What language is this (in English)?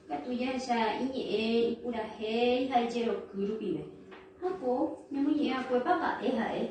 Guarani